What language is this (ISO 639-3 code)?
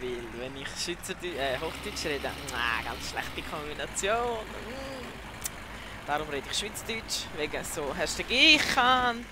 gsw